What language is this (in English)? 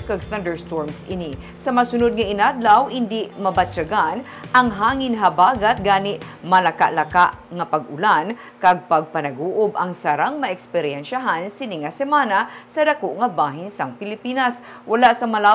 Hiligaynon